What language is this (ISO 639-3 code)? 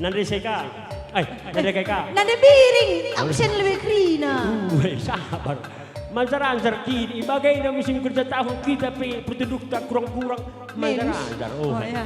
btx